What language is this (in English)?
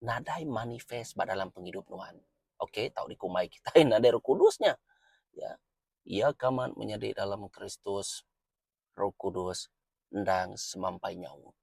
Iban